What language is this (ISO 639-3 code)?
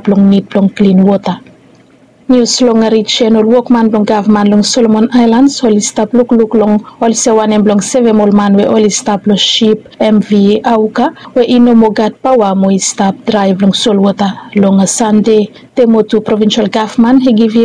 bis